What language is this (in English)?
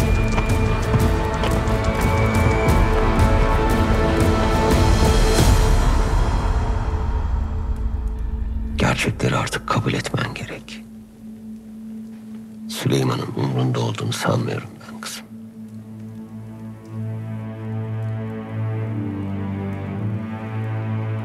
Turkish